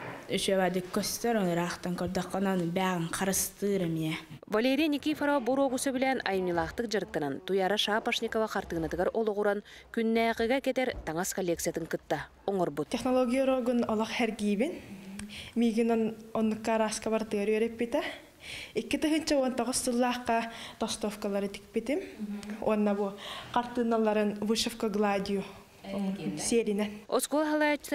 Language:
Yakut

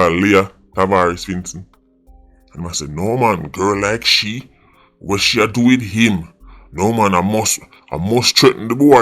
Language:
Jamaican Creole English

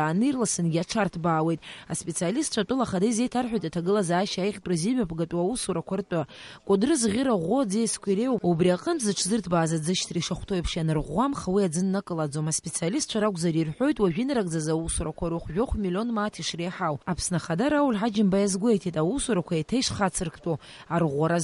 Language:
Abkhazian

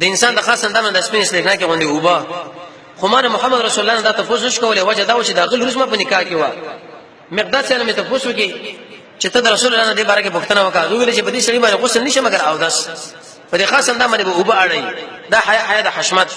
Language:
Pashto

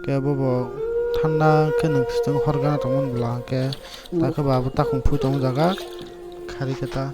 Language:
Kok Borok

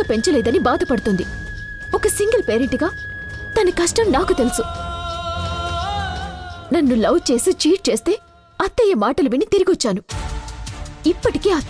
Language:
Telugu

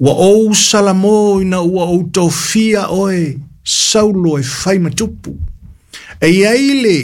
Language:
Samoan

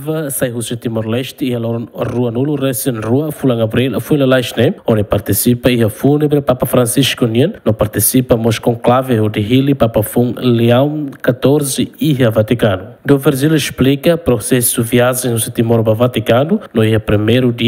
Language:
Tetum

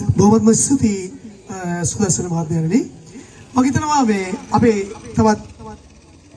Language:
Sinhala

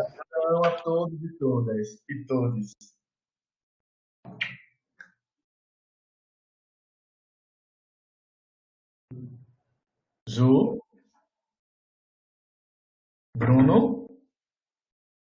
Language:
Portuguese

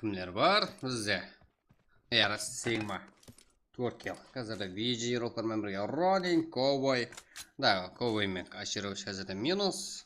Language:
Kara-Kalpak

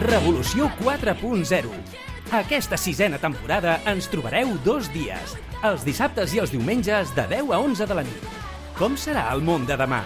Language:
Catalan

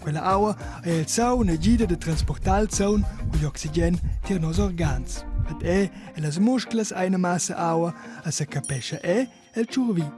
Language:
Romansh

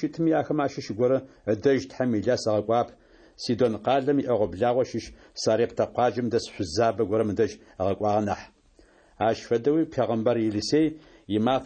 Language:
Adyghe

